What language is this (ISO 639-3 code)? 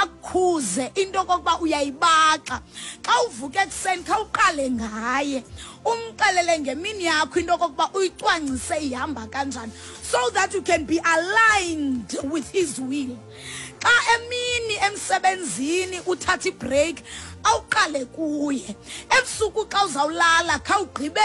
xho